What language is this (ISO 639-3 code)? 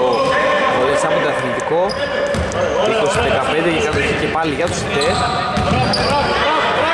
ell